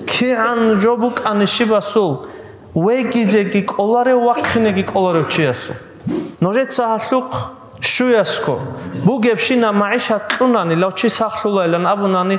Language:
Avaric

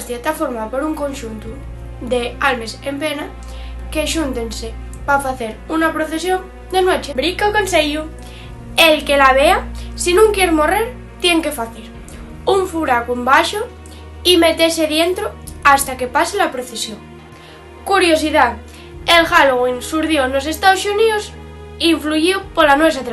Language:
Asturian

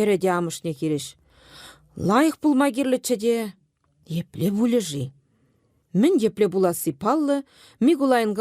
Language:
Chuvash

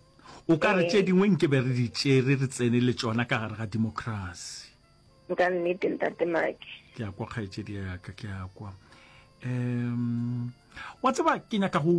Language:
Northern Sotho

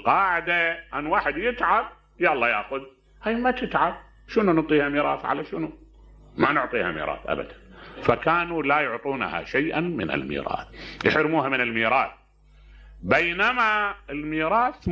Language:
Mesopotamian Arabic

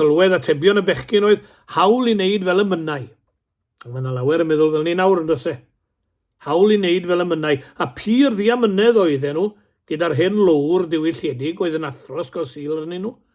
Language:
Welsh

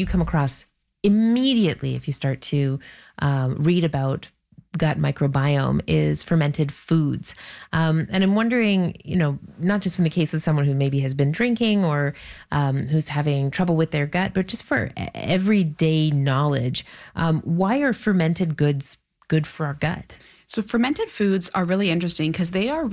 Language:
English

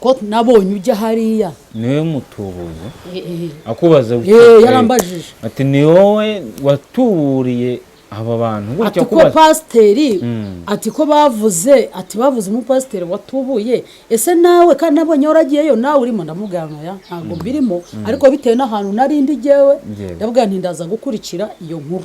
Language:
Kinyarwanda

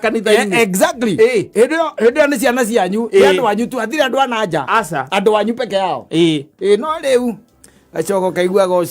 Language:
Kikuyu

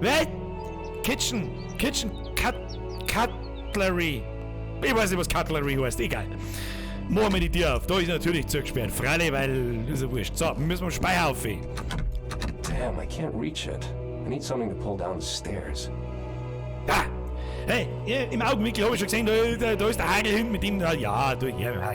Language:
Bavarian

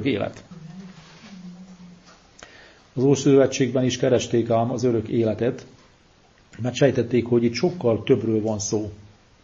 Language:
Hungarian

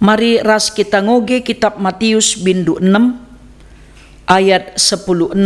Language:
Batak Karo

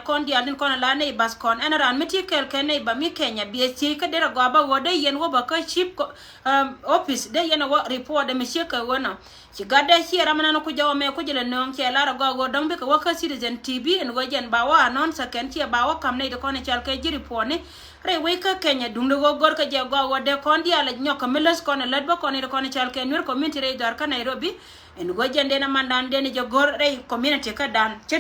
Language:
Nuer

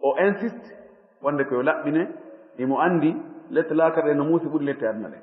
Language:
Fula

